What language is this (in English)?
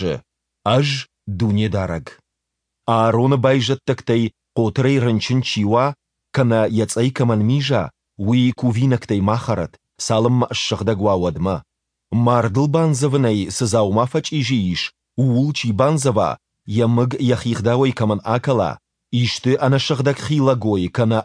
Ossetic